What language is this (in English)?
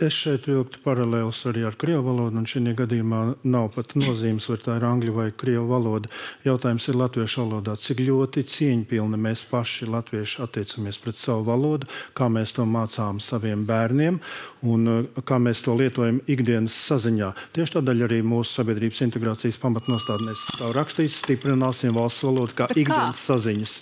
Latvian